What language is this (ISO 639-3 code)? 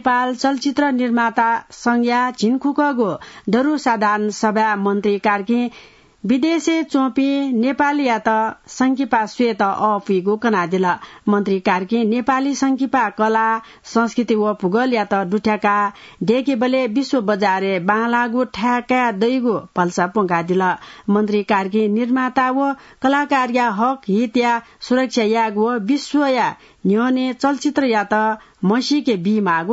new